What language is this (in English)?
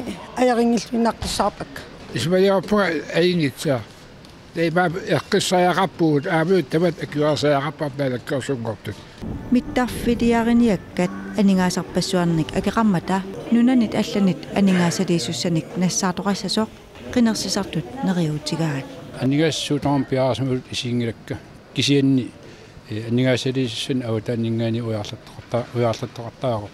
Kalaallisut